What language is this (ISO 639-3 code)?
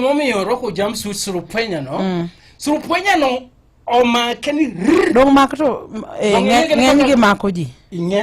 luo